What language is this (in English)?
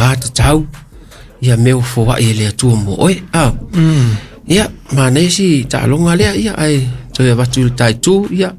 Samoan